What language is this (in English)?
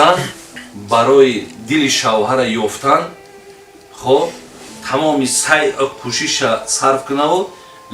Tajik